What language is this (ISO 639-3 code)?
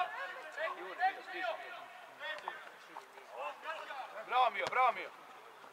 srp